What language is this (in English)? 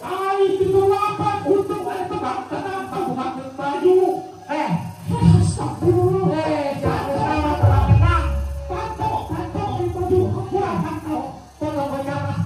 Sundanese